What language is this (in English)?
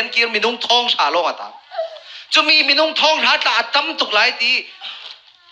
Falam Chin